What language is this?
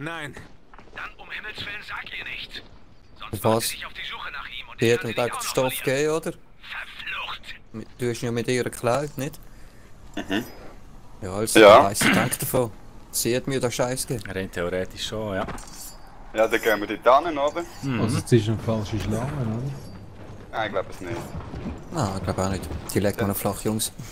Swiss German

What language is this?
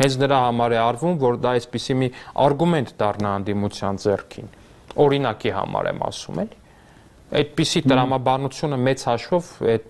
Armenian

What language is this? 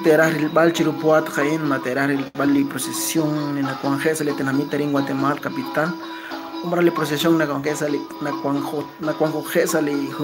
Kekchí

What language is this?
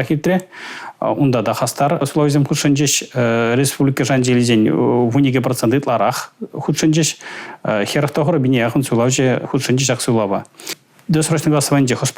Chuvash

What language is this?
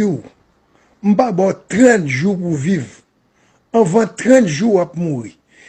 Haitian Creole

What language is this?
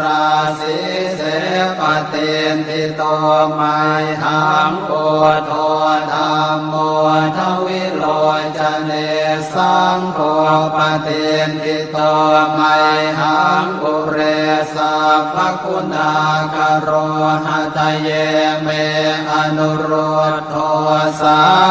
Pali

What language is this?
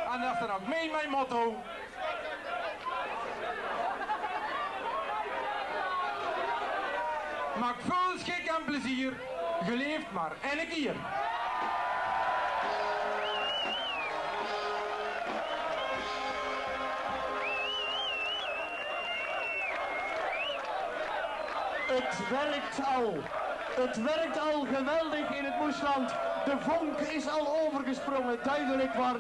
Dutch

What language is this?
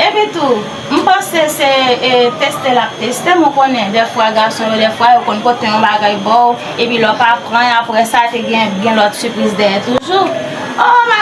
Haitian Creole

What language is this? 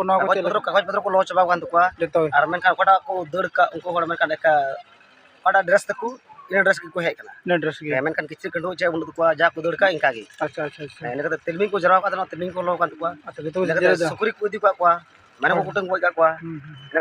Santali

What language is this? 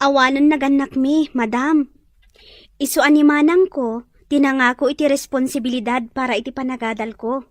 Iloko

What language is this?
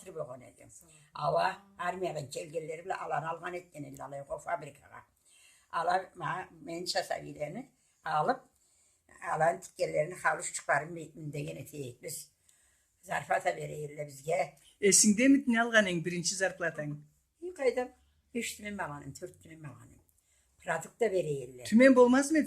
Karachay-Balkar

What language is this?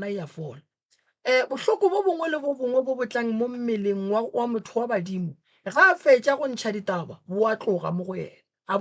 Northern Sotho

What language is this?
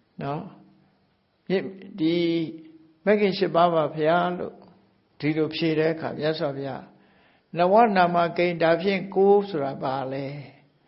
Burmese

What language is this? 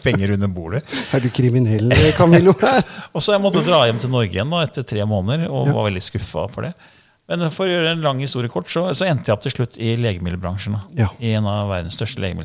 Norwegian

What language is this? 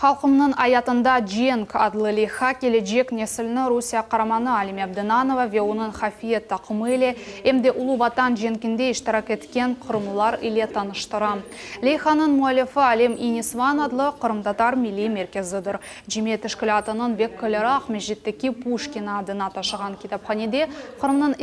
Crimean Tatar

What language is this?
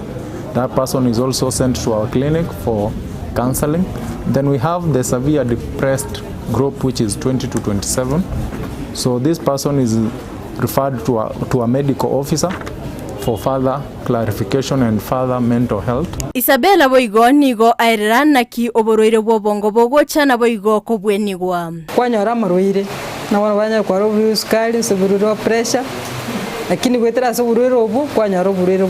Gusii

